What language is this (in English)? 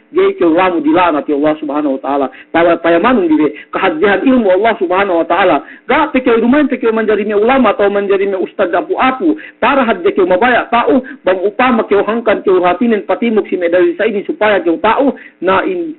Yakan